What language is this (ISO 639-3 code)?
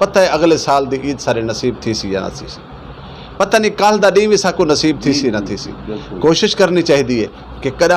skr